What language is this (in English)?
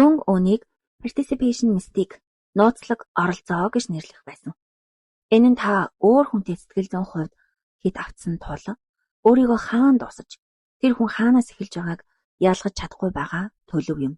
Mongolian